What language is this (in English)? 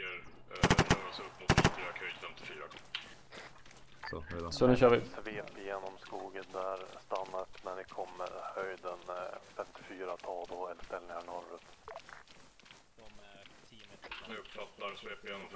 Swedish